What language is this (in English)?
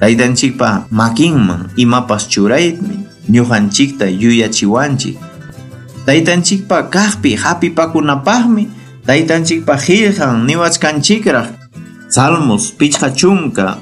Ayacucho Quechua